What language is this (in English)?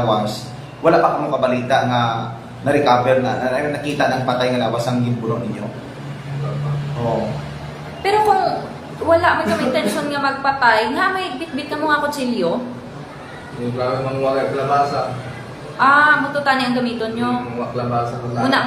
Hiligaynon